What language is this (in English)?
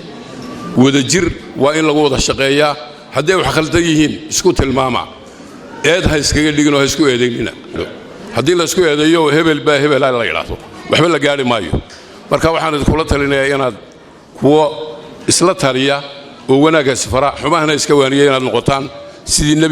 Somali